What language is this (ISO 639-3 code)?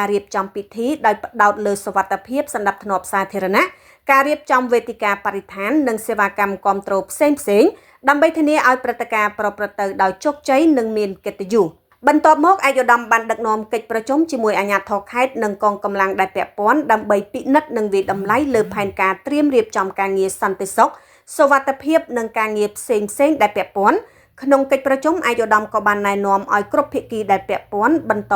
khm